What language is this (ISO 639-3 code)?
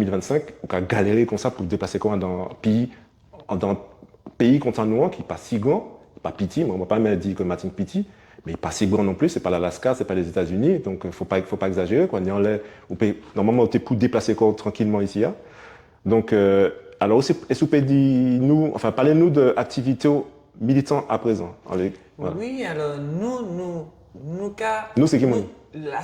gcf